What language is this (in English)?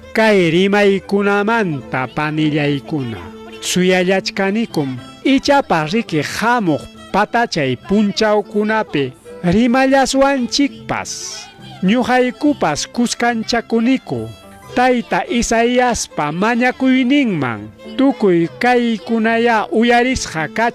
Ayacucho Quechua